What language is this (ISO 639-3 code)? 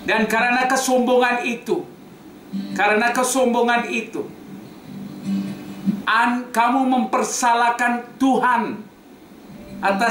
ind